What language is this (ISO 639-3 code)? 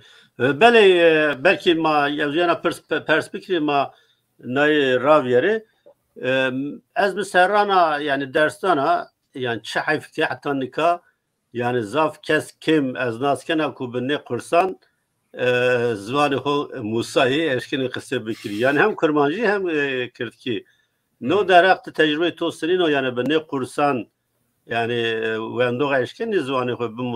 zza